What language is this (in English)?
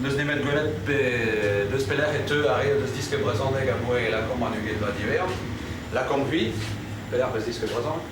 Breton